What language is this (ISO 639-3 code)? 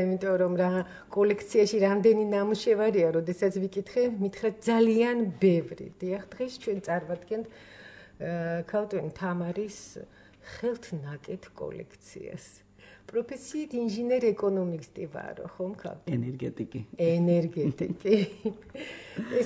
kat